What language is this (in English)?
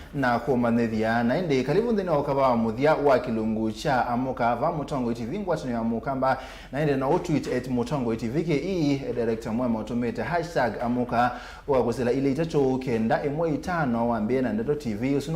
Kamba